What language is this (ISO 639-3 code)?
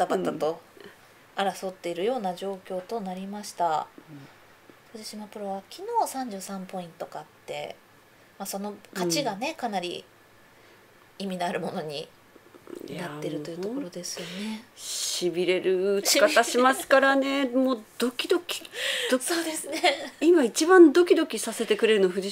jpn